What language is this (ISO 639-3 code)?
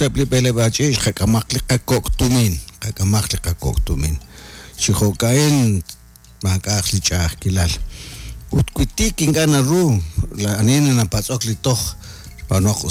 kek